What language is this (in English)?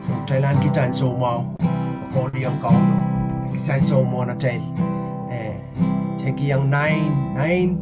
Pohnpeian